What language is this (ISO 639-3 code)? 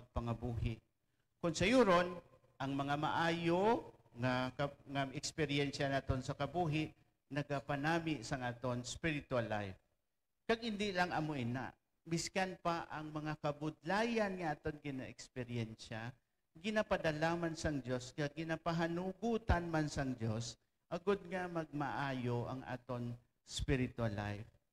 hil